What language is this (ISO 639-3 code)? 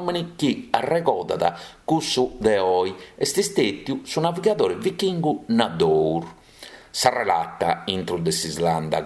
srd